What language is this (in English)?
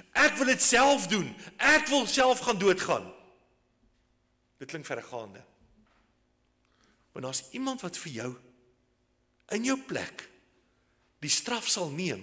Afrikaans